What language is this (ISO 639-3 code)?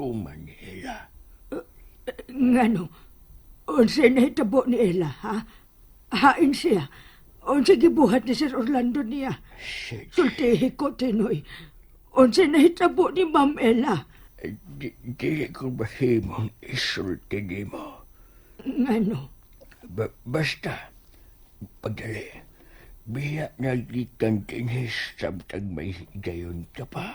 ceb